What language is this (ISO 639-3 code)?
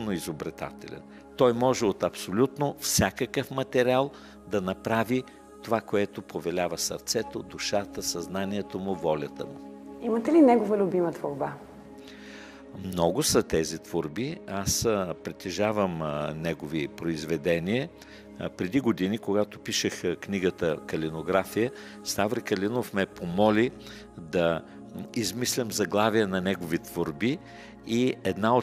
bul